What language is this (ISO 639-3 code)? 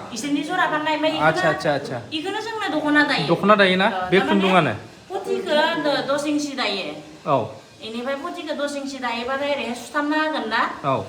brx